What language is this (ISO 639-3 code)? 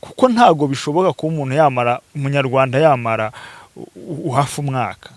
kin